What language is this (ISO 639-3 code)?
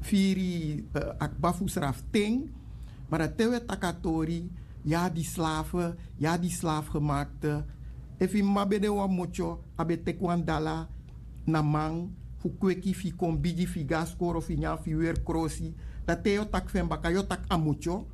srn